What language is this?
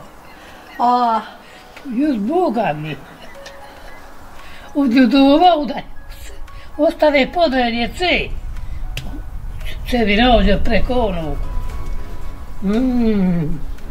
Bosnian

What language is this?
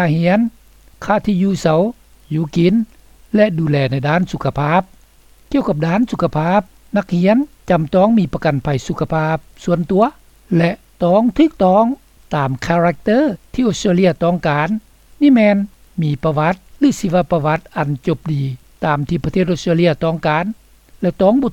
Lao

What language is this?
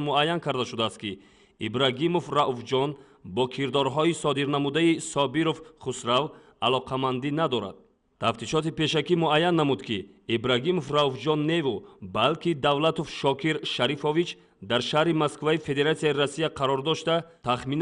Tajik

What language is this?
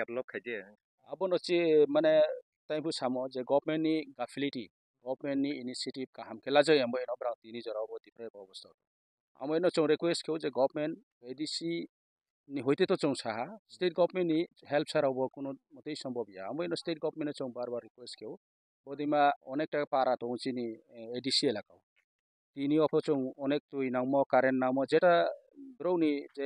Kok Borok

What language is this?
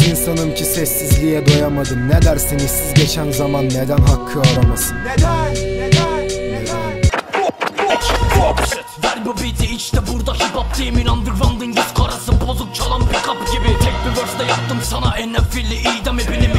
Turkish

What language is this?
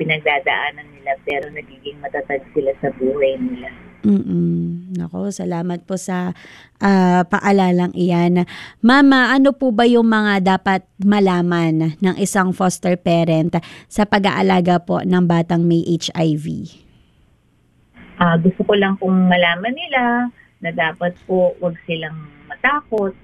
Filipino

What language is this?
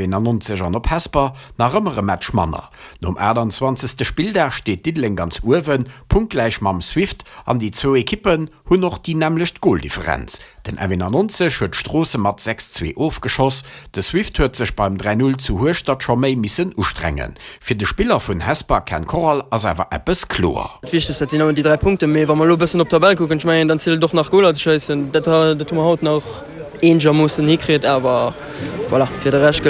Luxembourgish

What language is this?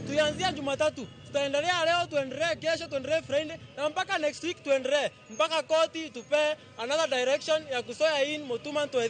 Luo (Kenya and Tanzania)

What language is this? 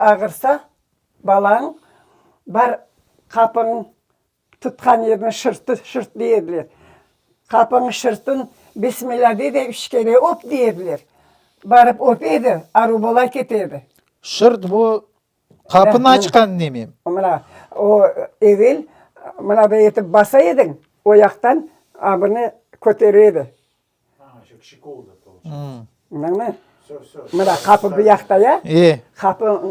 Crimean Tatar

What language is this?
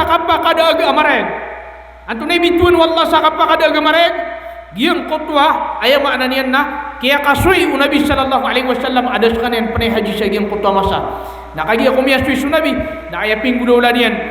Maranao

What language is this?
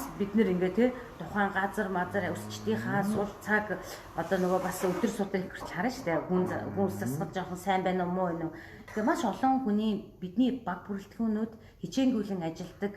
Mongolian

